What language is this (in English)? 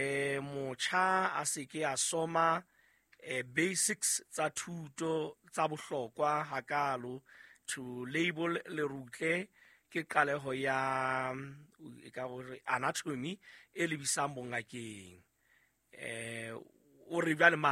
Southern Sotho